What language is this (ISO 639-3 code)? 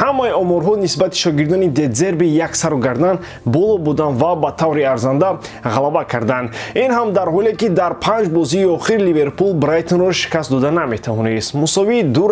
tgk